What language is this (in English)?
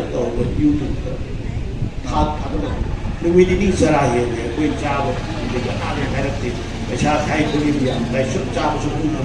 Manipuri